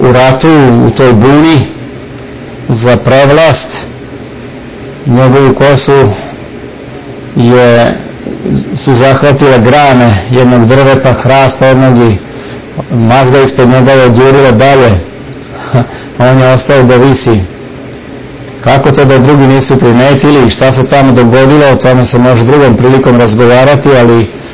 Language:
Serbian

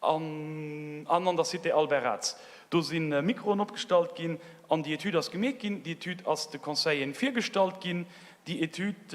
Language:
Luxembourgish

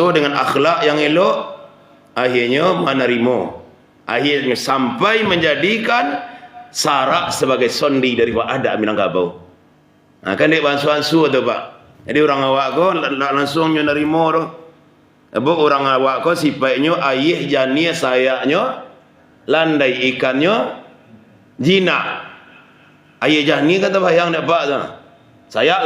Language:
Minangkabau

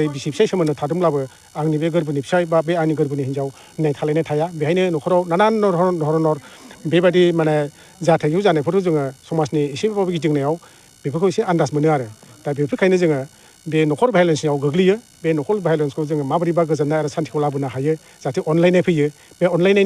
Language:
Bodo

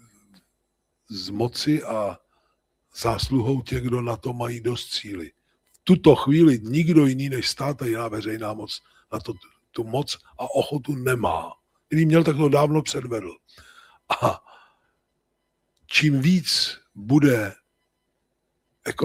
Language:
Czech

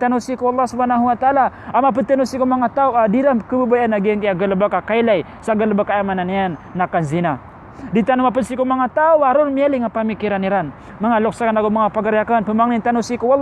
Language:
Maranao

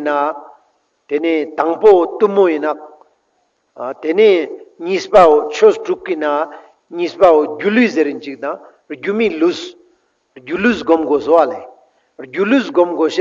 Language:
Ladakhi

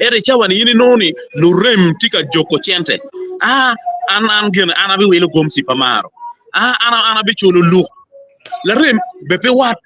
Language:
Acoli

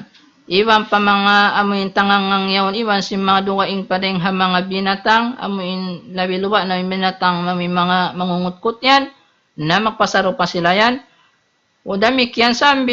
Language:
Tausug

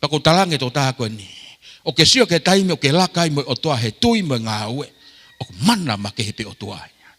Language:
Tongan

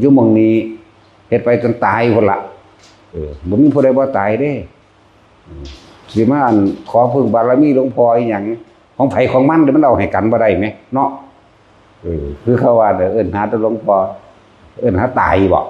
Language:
Northeastern Thai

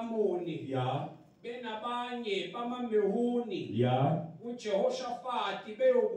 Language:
Zulu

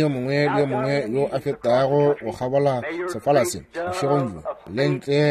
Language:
Northern Sotho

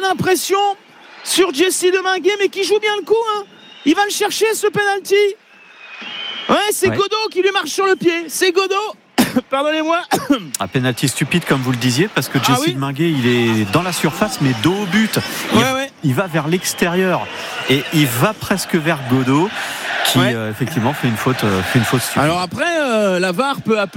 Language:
French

